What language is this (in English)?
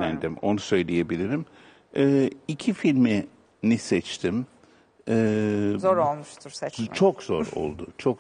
Turkish